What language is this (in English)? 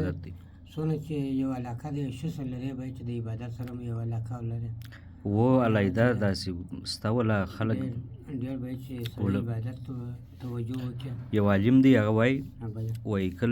Pashto